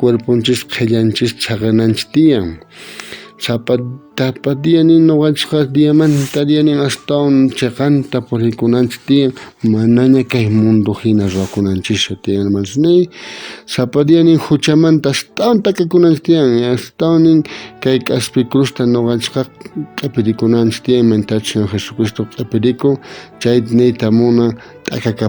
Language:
South Bolivian Quechua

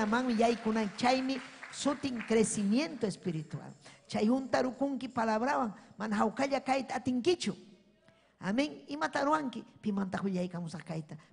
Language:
Ayacucho Quechua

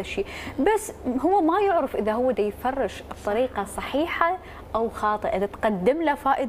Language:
Mesopotamian Arabic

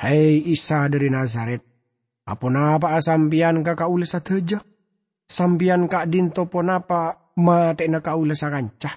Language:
Madurese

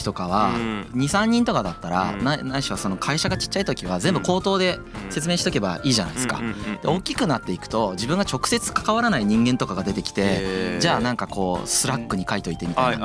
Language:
Japanese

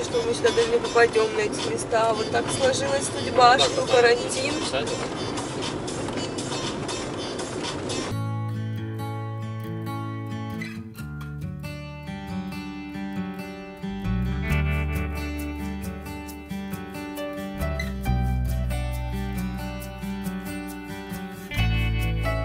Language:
Russian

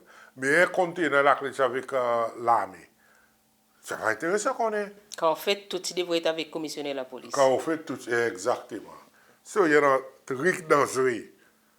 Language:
Seselwa Creole French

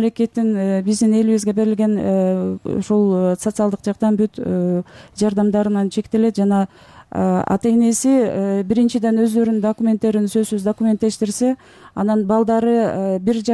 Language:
Kyrgyz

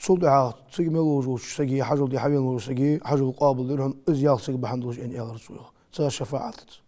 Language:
Ingush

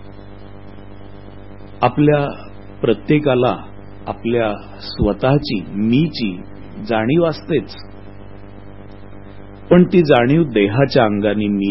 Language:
Marathi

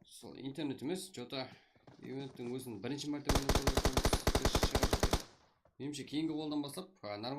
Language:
Kara-Kalpak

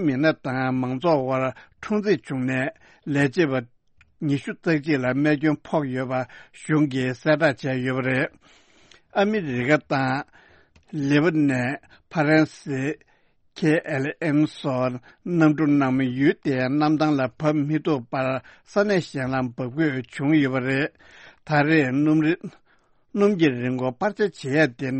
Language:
Tibetan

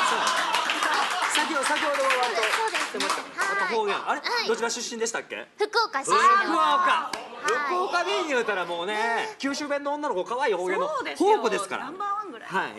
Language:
Japanese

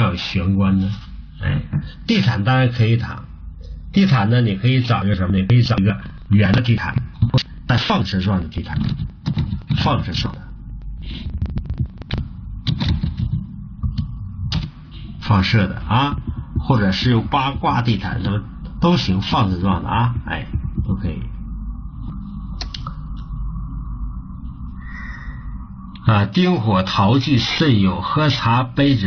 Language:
Chinese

